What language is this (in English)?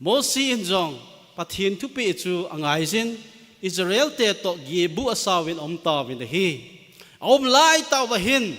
Thado Chin